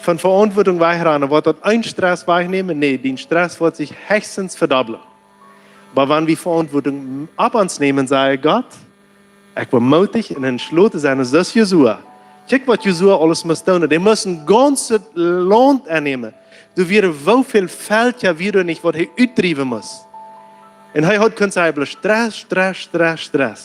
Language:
Plautdietsch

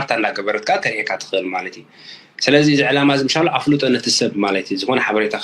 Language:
Tigrinya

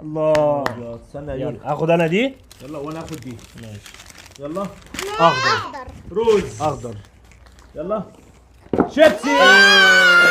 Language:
Egyptian Arabic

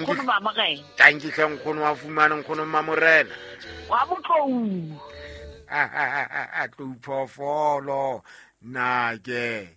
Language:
Southern Sotho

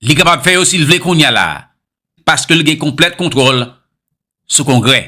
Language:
Haitian Creole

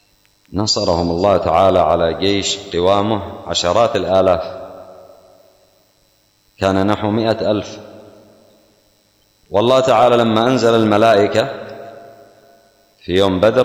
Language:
Arabic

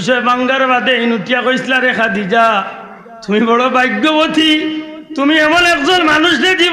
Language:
Sylheti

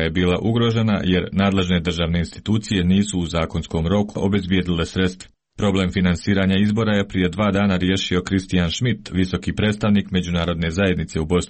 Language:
Croatian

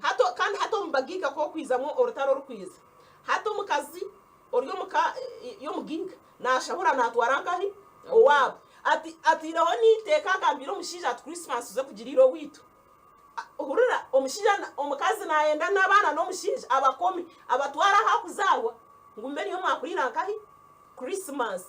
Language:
Nyankole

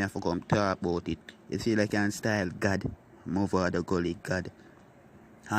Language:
Jamaican Creole English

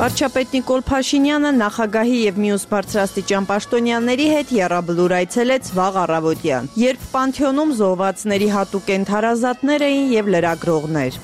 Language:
Armenian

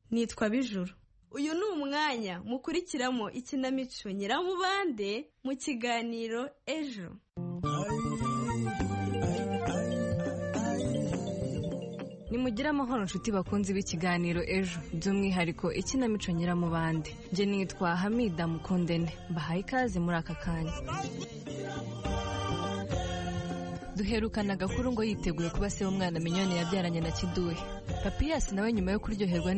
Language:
Kinyarwanda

